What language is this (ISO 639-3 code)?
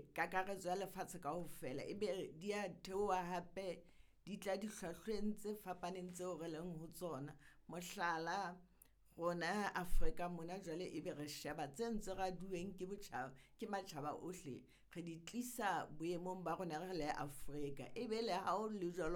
sot